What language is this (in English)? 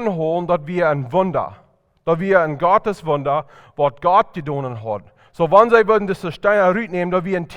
Plautdietsch